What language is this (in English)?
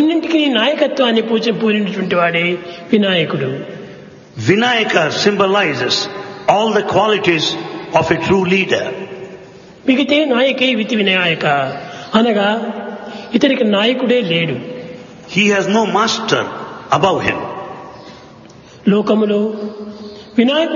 Telugu